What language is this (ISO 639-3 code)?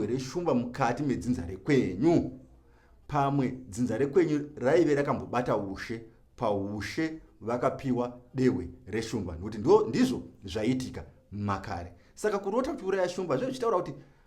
sna